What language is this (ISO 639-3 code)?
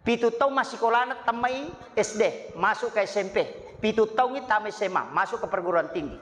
bug